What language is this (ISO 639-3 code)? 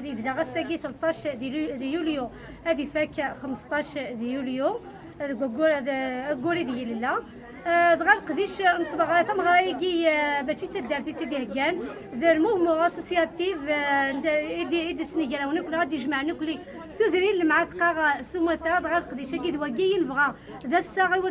kab